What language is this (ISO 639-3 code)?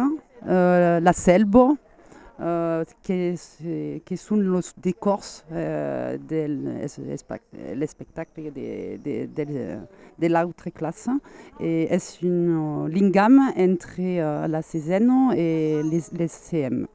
oci